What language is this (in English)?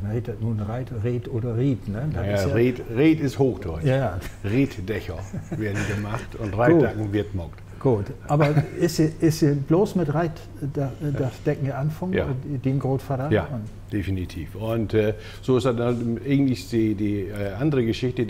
Low German